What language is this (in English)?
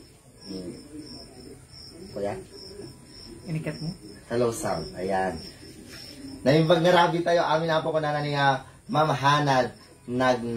Iloko